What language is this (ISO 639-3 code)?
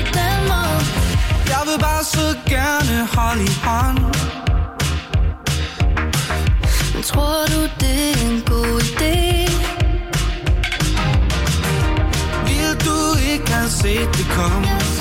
dan